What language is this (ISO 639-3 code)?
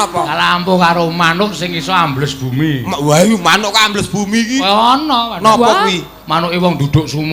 jav